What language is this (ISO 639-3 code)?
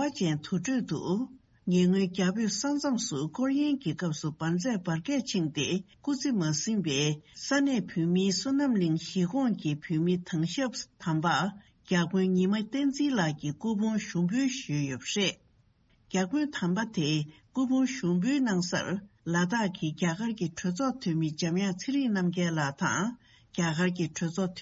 bod